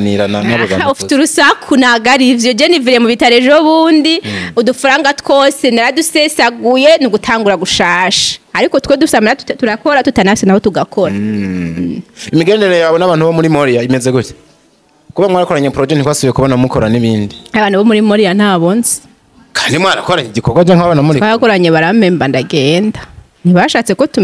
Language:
Rundi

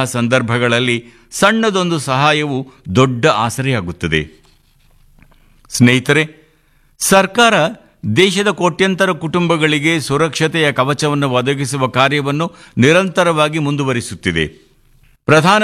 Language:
Kannada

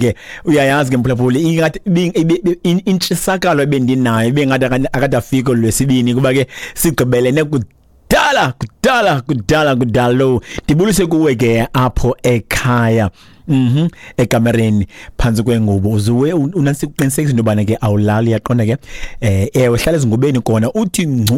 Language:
Xhosa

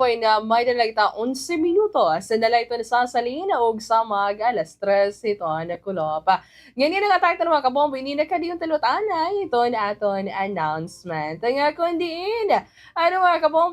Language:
Waray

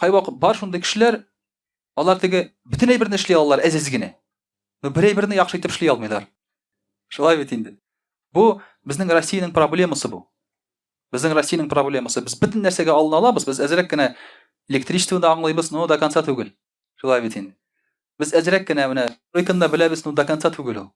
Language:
Tatar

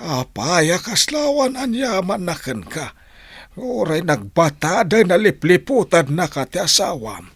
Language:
Iloko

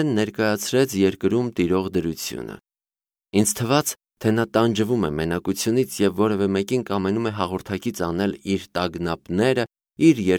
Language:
Armenian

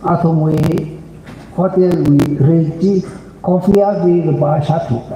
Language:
Tangkhul Naga (India)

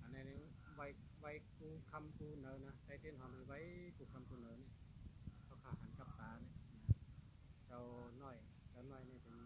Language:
Shan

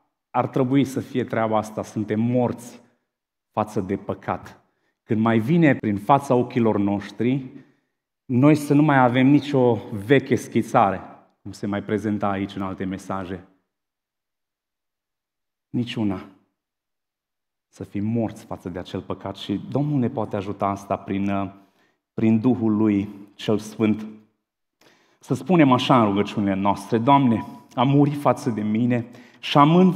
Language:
Romanian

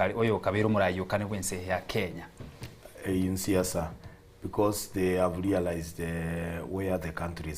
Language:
Gusii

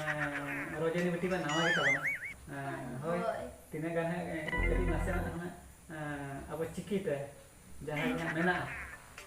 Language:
Santali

